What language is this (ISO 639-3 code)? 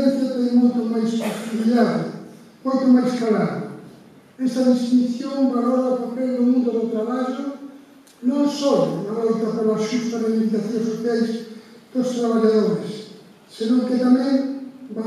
glg